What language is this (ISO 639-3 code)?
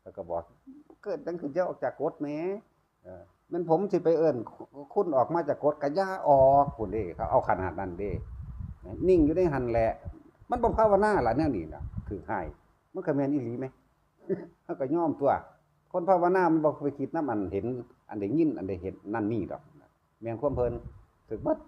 tts